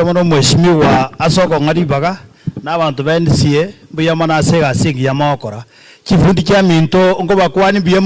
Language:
Gusii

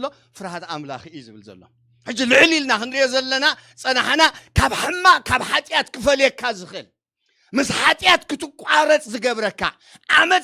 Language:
Tigrinya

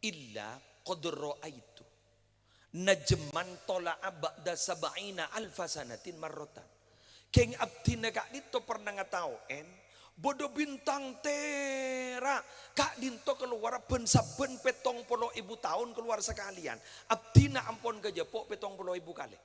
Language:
Madurese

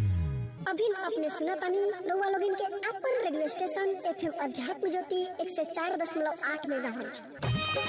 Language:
Bhojpuri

